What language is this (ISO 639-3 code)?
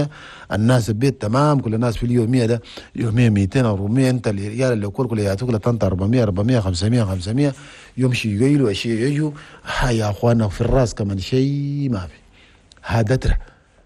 shu